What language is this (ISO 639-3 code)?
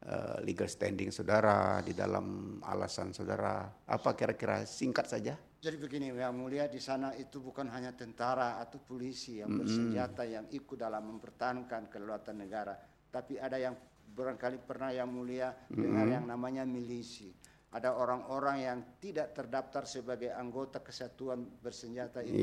ind